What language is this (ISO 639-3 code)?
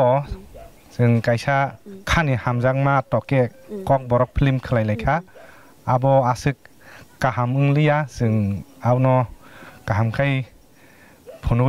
trp